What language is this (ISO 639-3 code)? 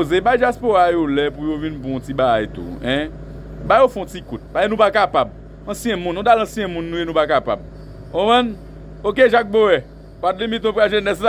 hat